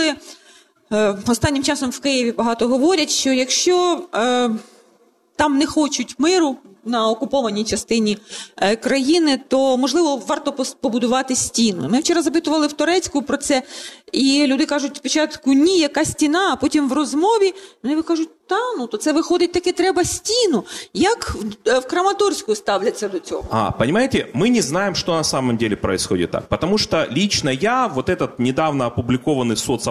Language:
Ukrainian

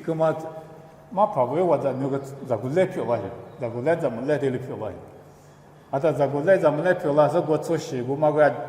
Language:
Lisu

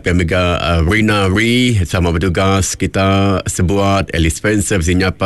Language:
Iban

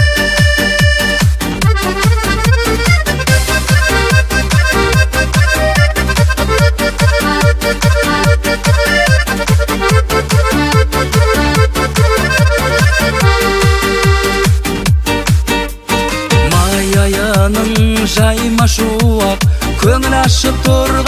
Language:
Kazakh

